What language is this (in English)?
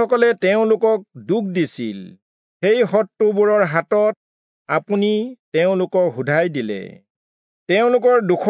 Assamese